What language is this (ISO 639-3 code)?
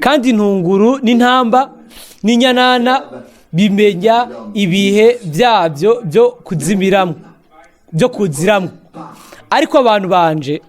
run